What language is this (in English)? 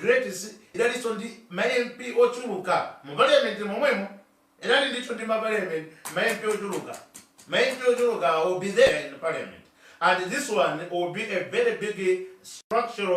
Nyanja